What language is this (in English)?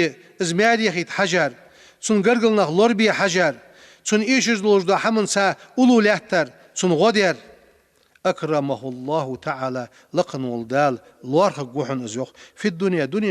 Ingush